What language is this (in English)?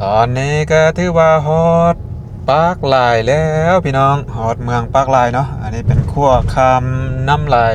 Lao